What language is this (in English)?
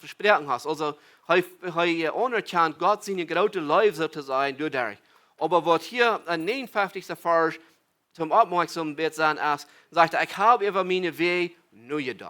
Plautdietsch